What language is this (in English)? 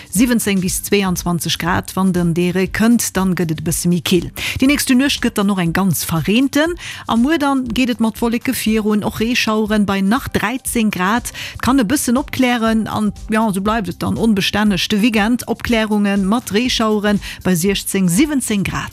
Luxembourgish